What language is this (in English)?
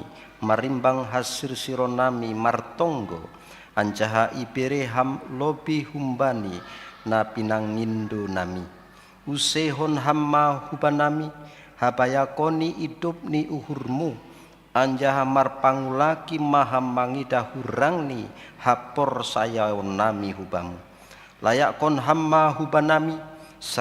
Batak Simalungun